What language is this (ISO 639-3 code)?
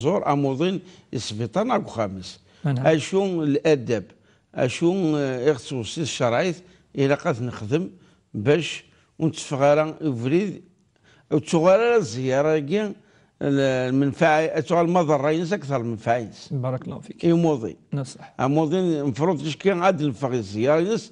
kab